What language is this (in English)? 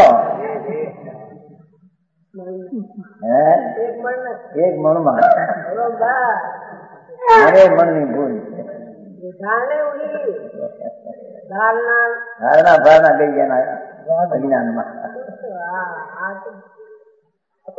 Gujarati